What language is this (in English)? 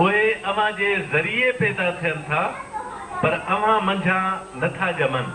Sindhi